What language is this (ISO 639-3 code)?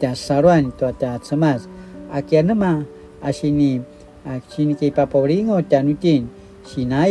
pwn